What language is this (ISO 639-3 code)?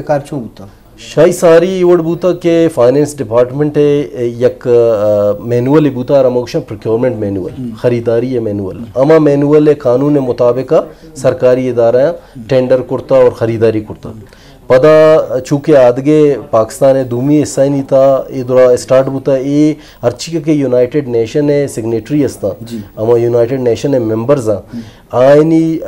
bgp